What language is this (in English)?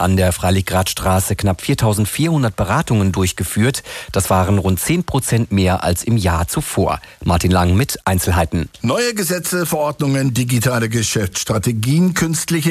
German